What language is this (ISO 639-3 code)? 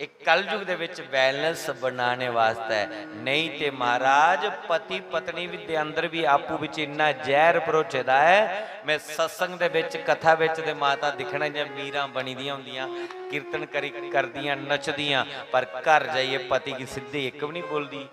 doi